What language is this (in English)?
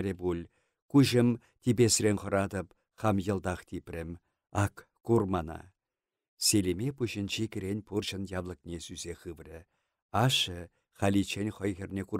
Chuvash